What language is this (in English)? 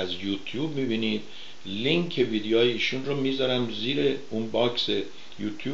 Persian